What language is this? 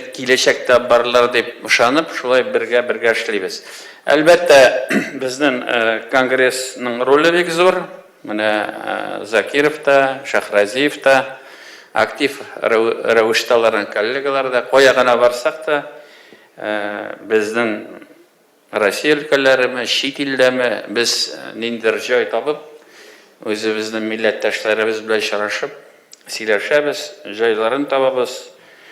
Tatar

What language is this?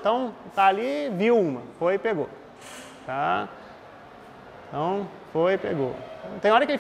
Portuguese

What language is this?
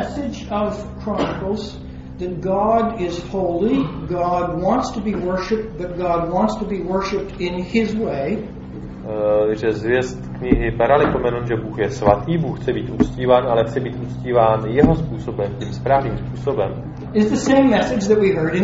Czech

